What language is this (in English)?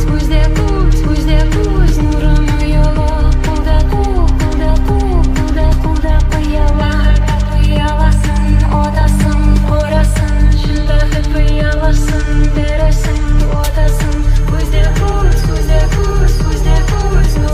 Kara-Kalpak